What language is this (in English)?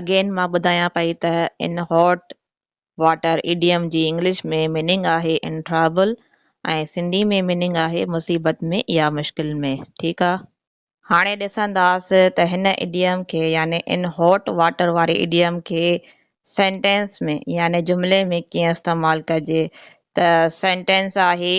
Sindhi